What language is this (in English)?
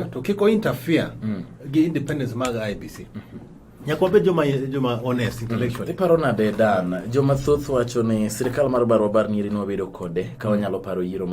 Luo (Kenya and Tanzania)